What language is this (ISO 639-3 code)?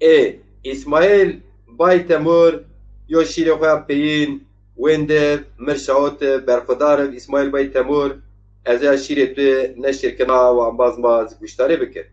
zza